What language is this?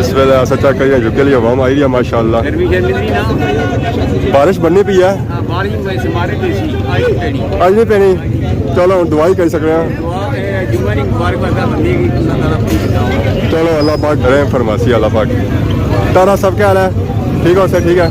Pahari-Potwari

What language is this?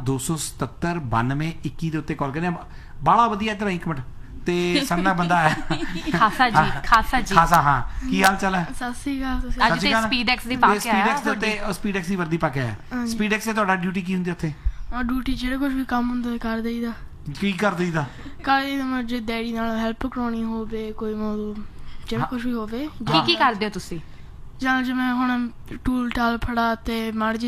Punjabi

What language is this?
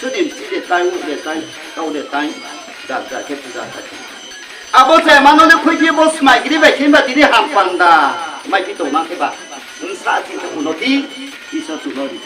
Riang (India)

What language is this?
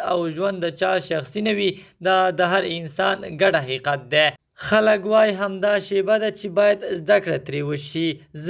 Pashto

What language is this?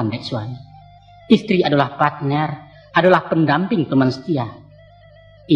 Minangkabau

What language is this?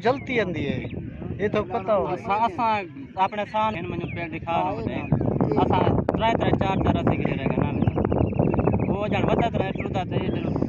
Saraiki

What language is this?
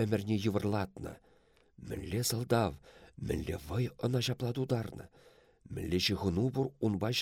Chuvash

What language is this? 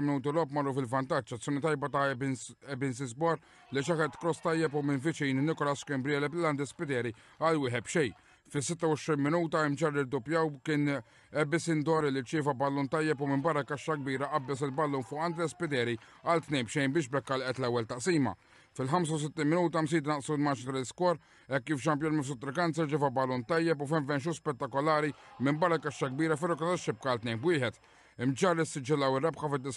Maltese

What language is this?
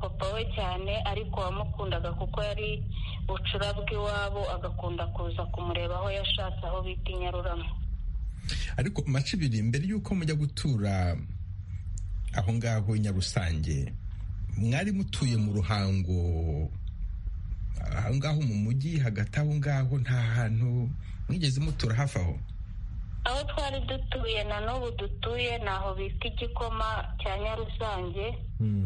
Kinyarwanda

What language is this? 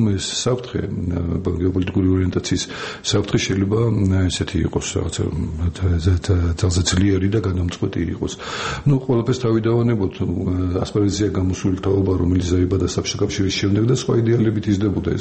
Georgian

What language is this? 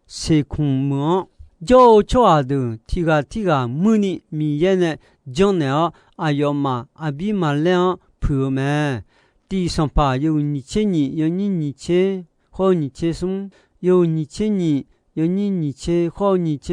Akha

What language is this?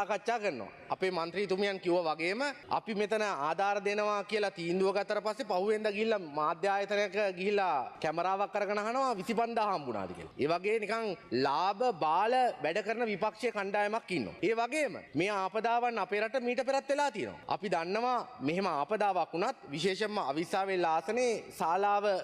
Sinhala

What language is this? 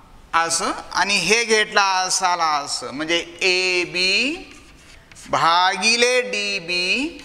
Marathi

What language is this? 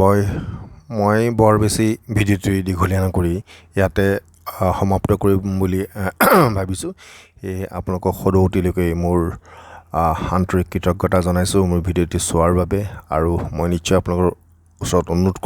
Assamese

